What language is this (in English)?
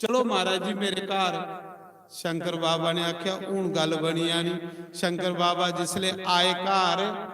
Dogri